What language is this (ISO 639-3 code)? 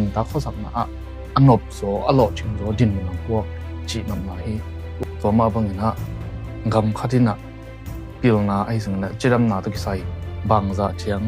ctd